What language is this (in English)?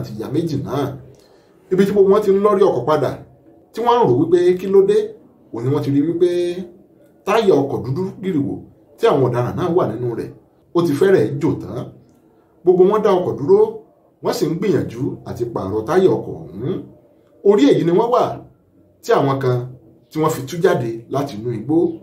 Yoruba